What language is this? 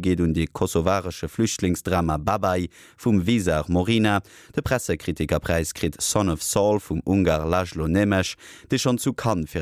Luxembourgish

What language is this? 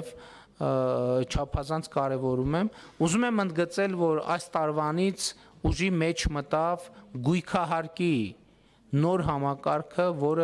Armenian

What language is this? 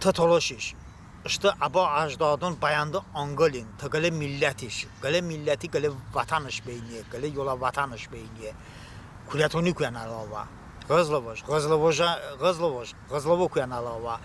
Talysh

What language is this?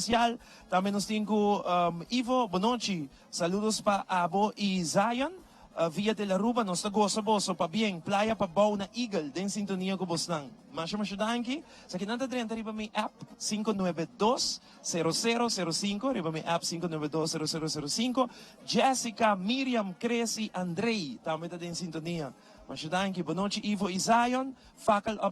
Papiamento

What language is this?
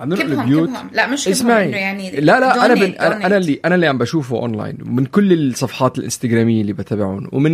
North Levantine Arabic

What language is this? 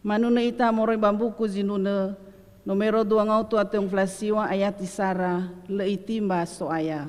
Nias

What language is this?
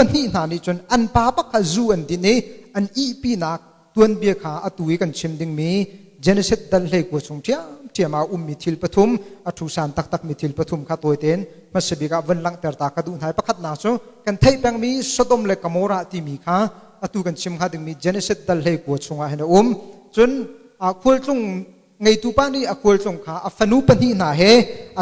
Hakha Chin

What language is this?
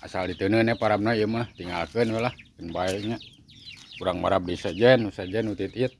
Sundanese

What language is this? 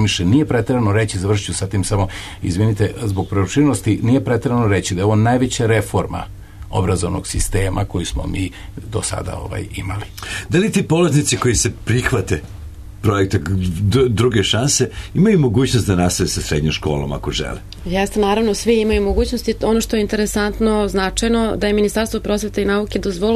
Serbian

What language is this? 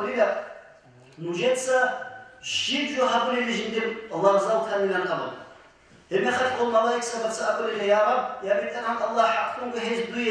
Avaric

